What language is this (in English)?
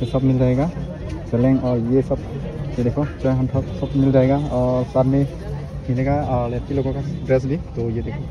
Karbi